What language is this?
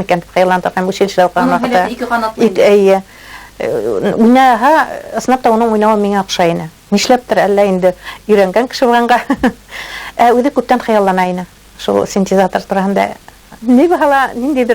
Bashkir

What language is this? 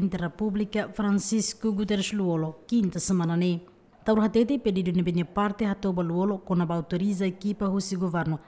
Tetum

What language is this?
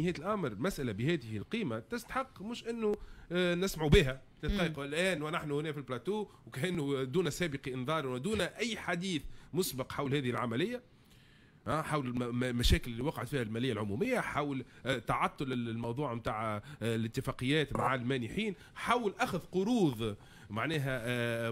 Tunisian Arabic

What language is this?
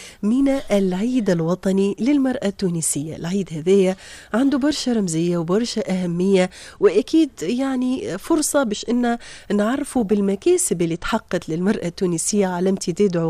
Tunisian Arabic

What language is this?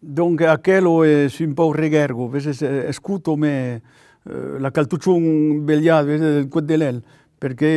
Occitan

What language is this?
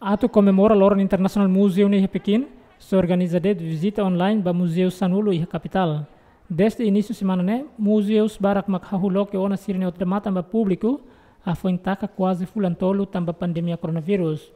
Tetum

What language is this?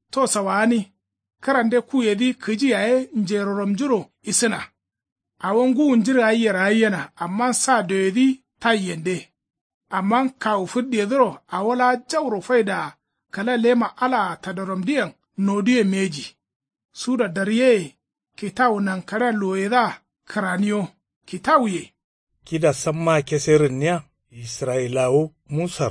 Kanuri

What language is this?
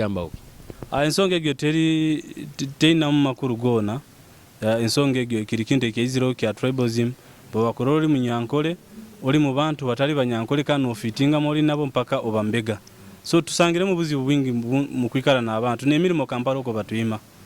Nyoro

